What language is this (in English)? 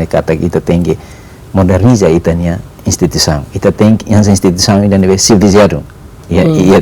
Tetum